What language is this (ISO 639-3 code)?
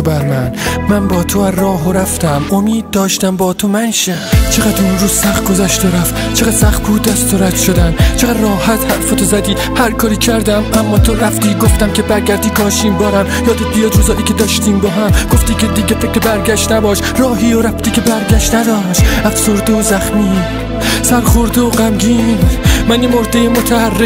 fas